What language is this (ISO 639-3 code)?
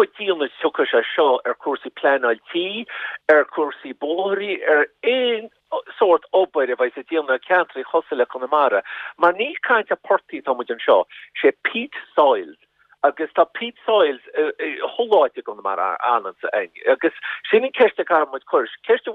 gle